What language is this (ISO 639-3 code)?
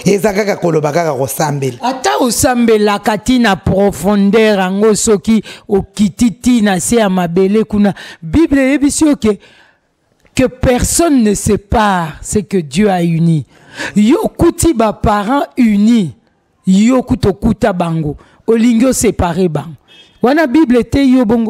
lin